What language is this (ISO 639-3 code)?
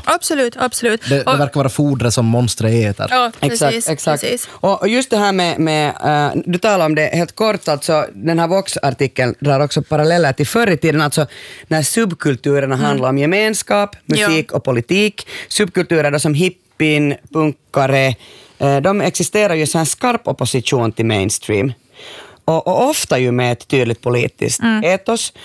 swe